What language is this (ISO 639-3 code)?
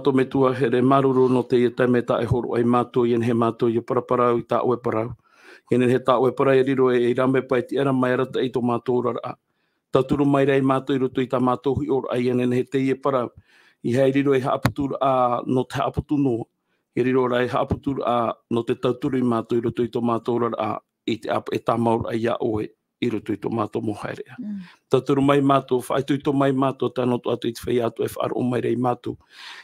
tah